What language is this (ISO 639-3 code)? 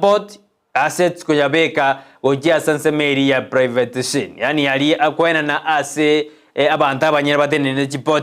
guz